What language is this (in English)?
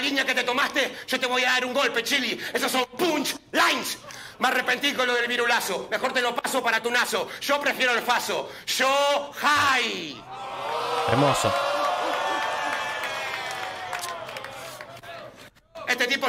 Spanish